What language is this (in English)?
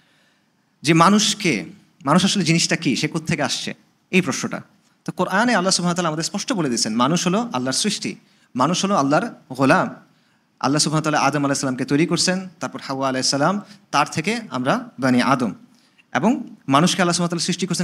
Bangla